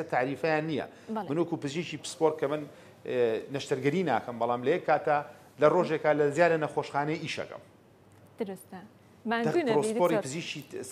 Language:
Central Kurdish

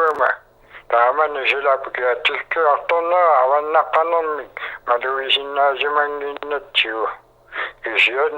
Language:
Kalaallisut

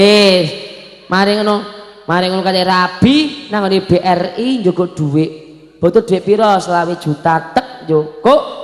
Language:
Javanese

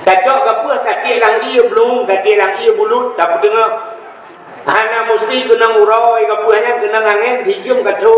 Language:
Achinese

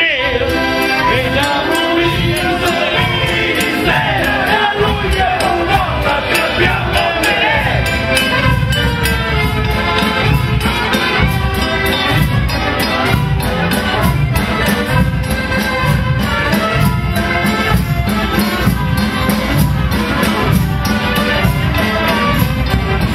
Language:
Italian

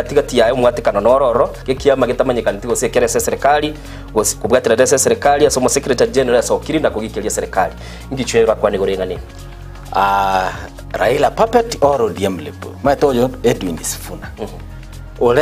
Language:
Gusii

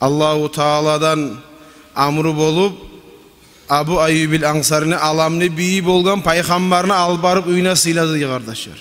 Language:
Kumyk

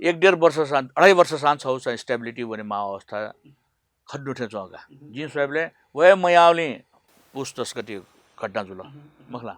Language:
Newari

